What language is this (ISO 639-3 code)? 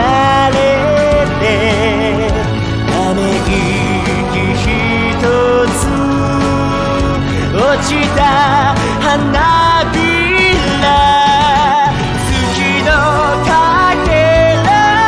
jpn